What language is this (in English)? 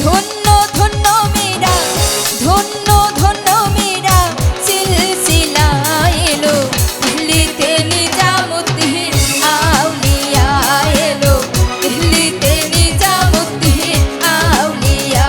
Sylheti